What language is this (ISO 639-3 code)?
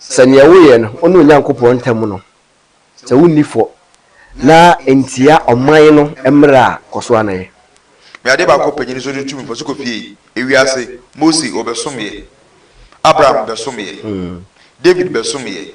aka